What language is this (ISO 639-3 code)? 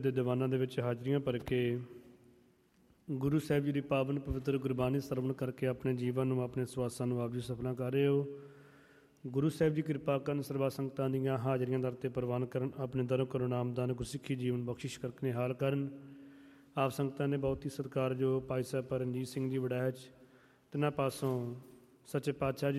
pan